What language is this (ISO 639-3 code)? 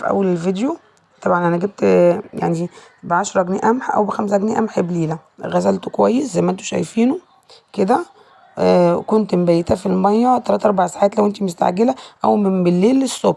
arz